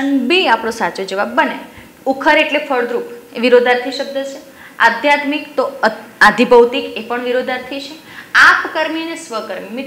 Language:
Gujarati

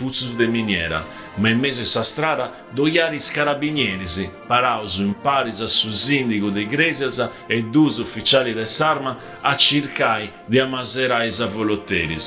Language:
Sardinian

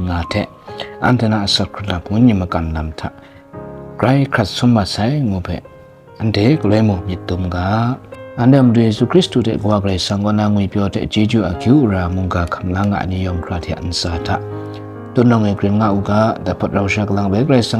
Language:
Kachin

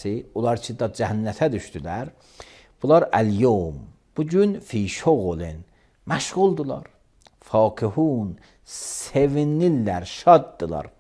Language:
Azerbaijani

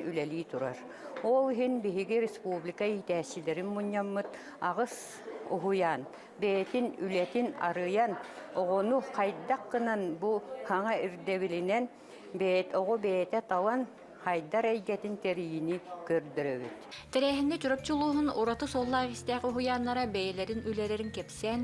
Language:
Yakut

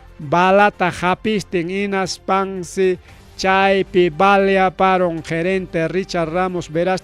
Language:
Ayacucho Quechua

